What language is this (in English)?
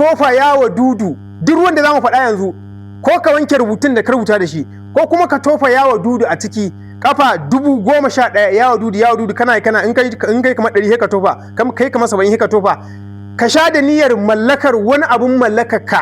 Hausa